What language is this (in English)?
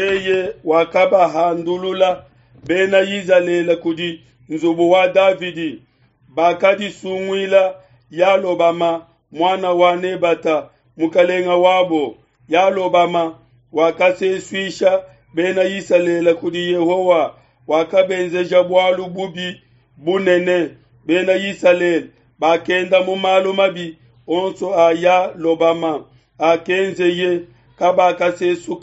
Luba-Lulua